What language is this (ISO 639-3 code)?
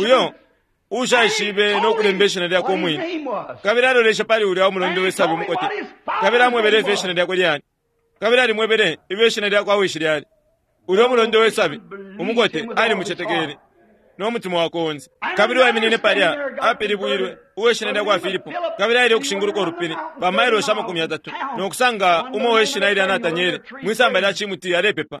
bem